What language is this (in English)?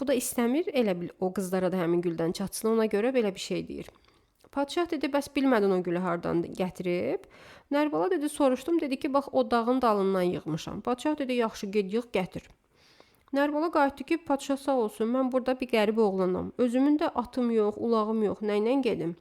Azerbaijani